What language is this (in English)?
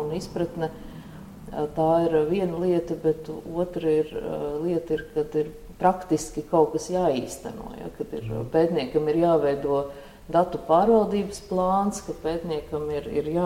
Latvian